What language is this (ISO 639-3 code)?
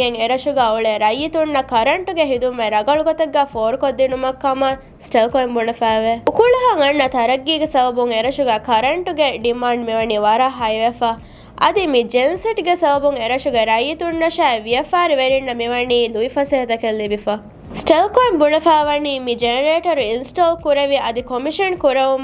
div